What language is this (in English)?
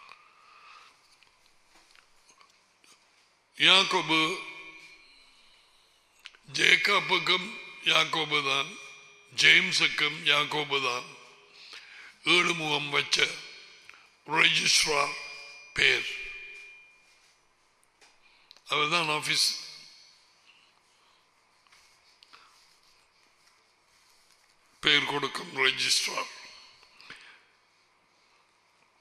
Tamil